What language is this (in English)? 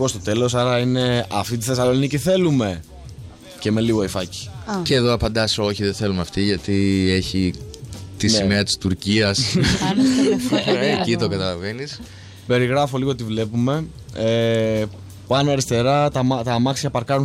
Greek